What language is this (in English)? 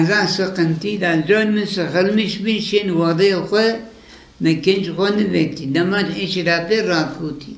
Zaza